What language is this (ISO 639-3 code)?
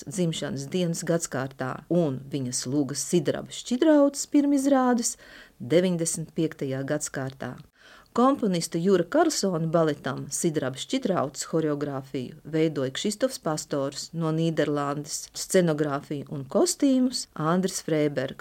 lav